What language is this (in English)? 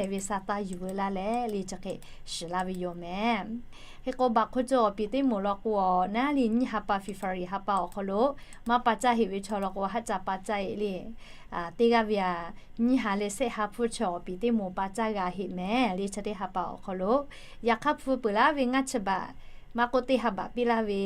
Lahu